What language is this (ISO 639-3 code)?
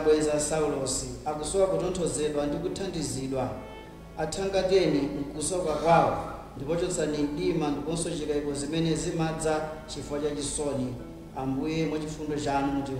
nya